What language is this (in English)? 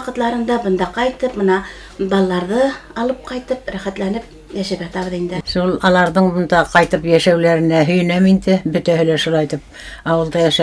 Bashkir